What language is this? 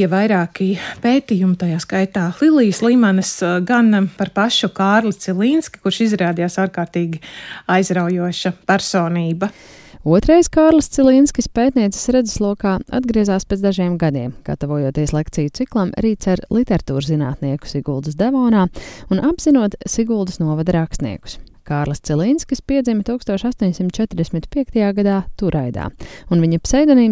Latvian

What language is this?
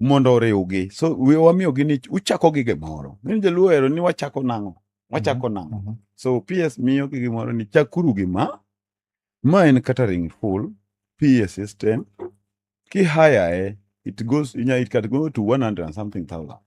Luo (Kenya and Tanzania)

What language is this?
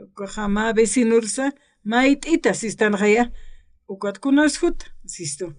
Aymara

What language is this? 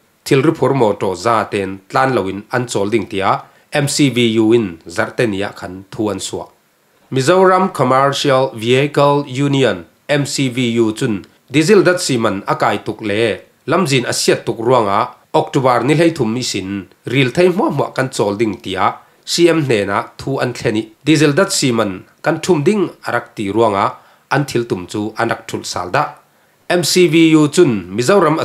Falam Chin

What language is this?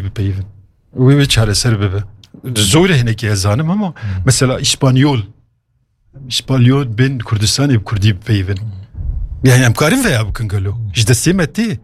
Kurdish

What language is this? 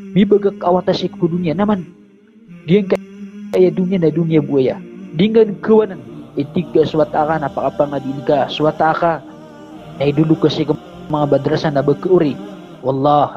Maranao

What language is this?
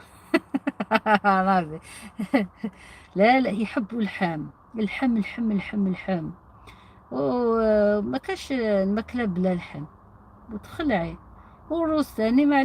Algerian Arabic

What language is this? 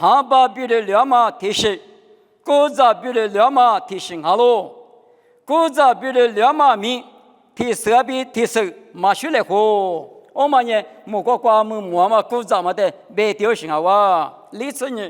Lisu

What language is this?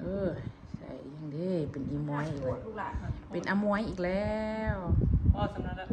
Northeastern Thai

